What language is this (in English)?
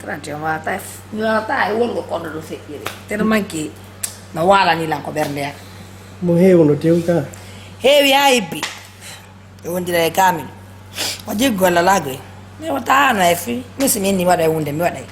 Pular